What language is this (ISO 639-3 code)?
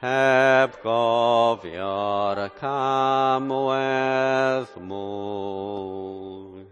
cym